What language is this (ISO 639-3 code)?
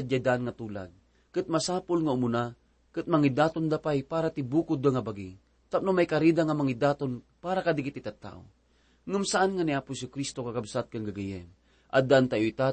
ilo